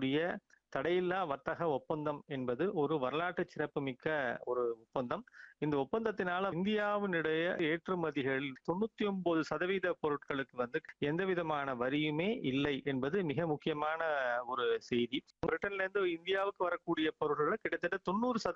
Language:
Tamil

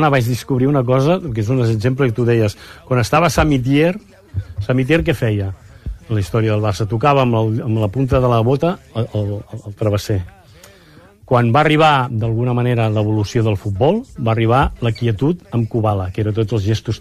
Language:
Catalan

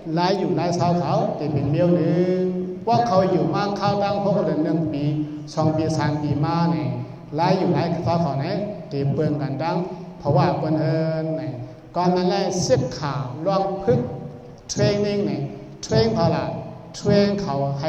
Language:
Shan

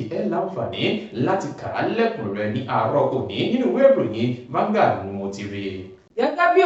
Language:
Yoruba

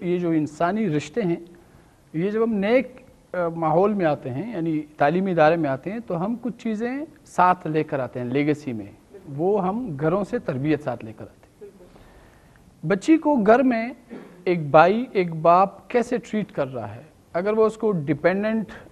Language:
Urdu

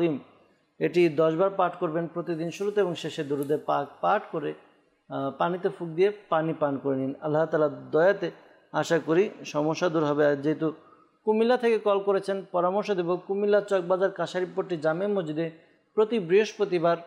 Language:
Bangla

